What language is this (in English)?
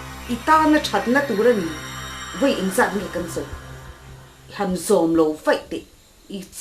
Mizo